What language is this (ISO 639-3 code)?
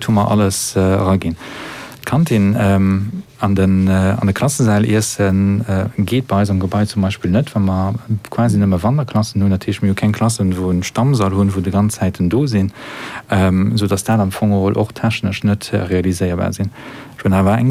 ltz